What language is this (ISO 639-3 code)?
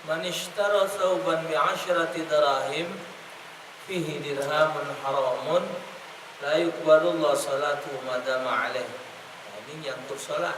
mui